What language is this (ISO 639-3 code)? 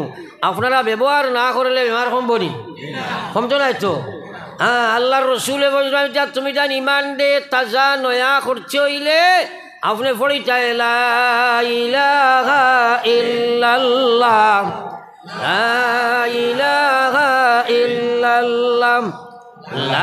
syl